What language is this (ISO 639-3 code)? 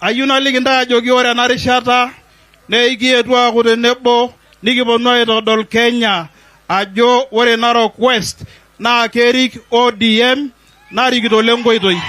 mas